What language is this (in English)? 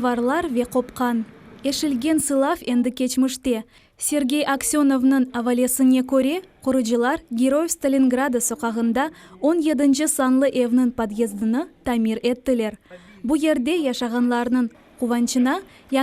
Crimean Tatar